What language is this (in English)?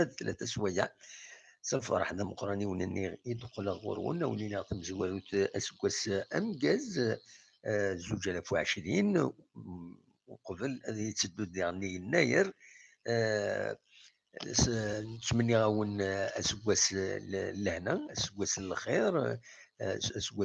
Kabyle